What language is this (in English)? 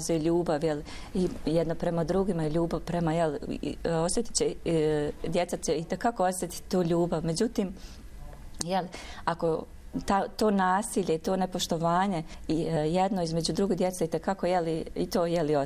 Bosnian